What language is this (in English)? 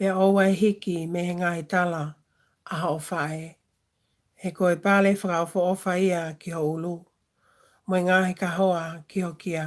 Tongan